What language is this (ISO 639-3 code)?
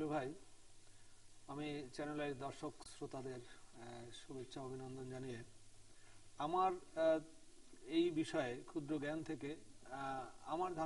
ben